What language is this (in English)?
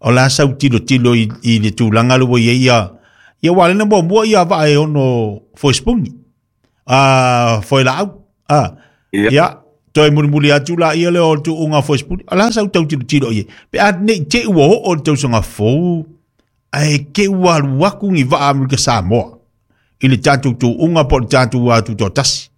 Samoan